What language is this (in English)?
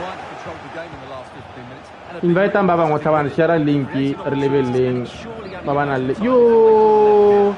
Tswana